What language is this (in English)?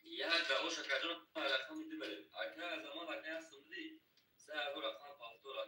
Tajik